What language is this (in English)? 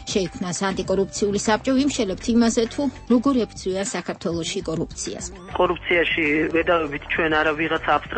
Georgian